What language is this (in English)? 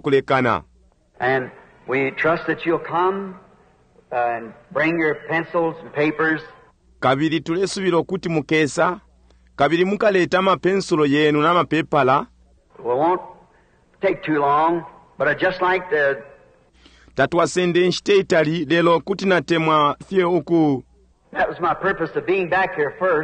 Bemba